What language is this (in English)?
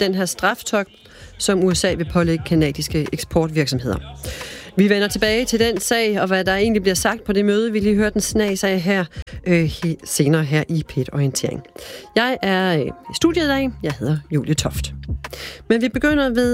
Danish